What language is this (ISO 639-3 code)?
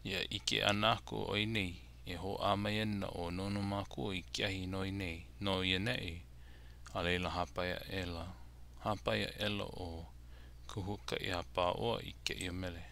haw